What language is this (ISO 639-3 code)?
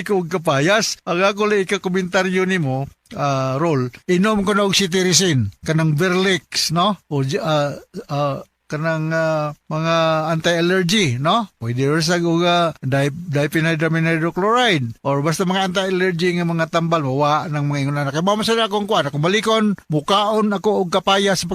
ceb